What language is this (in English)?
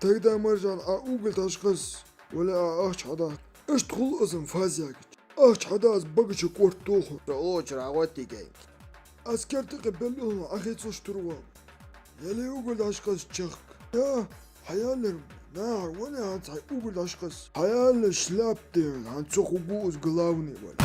Ingush